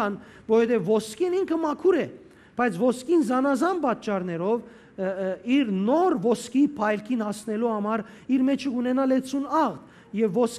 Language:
Western Armenian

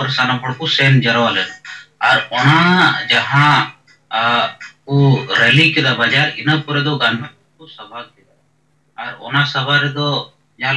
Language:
Santali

